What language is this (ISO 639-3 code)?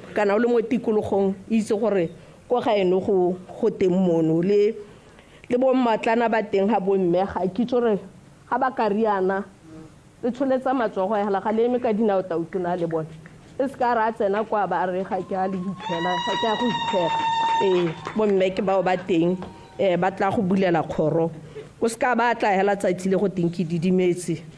tsn